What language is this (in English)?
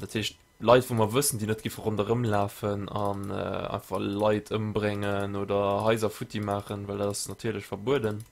Luxembourgish